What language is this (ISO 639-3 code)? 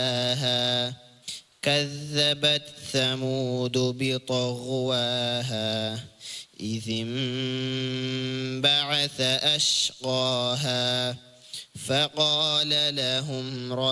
div